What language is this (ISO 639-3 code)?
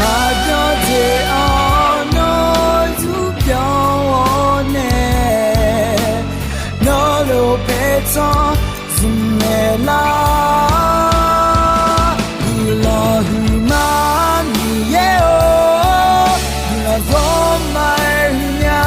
ahk